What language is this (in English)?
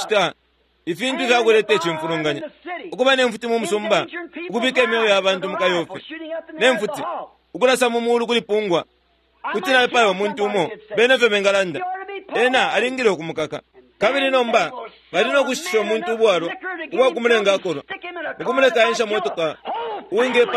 Bemba